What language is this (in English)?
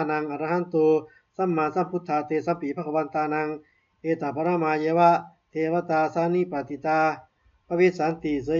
Pali